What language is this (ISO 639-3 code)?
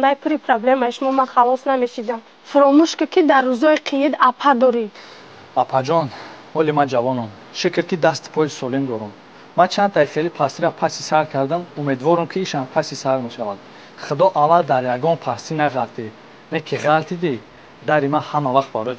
tgk